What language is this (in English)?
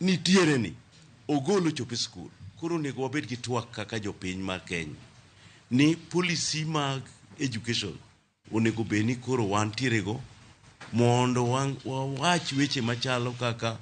Luo (Kenya and Tanzania)